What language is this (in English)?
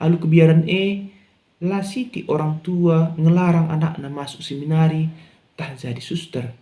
Batak Karo